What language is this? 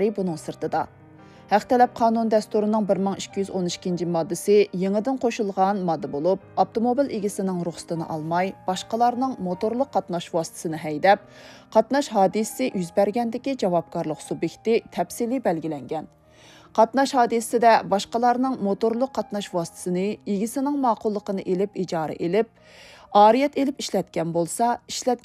Uyghur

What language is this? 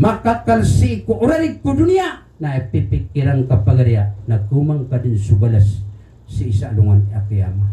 Maranao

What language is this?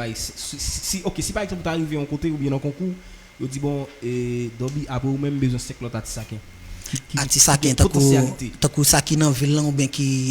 Haitian Creole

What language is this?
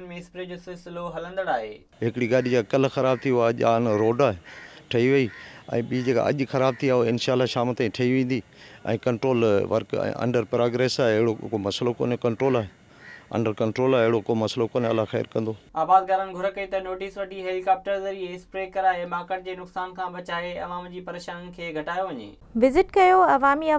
Sindhi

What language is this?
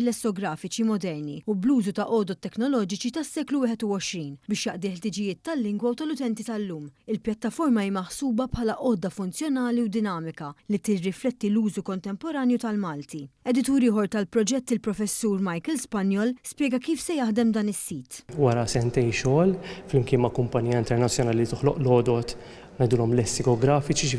Maltese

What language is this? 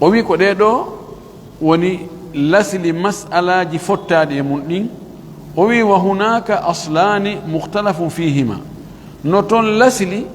Pular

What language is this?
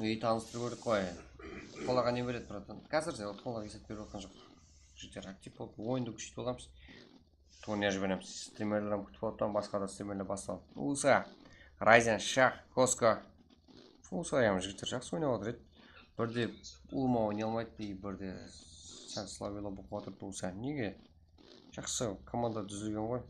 Kara-Kalpak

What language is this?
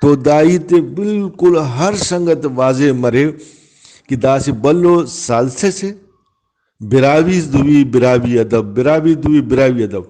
Brahui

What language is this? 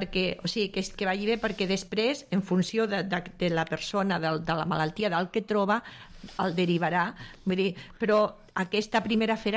Catalan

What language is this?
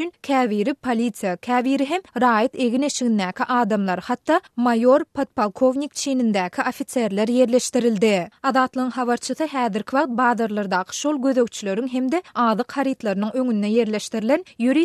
Turkmen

